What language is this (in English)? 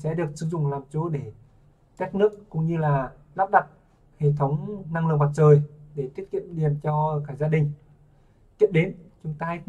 Vietnamese